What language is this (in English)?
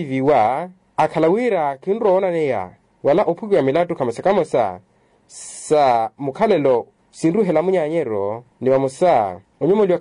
Makhuwa